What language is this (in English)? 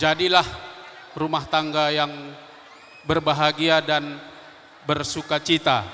Batak Karo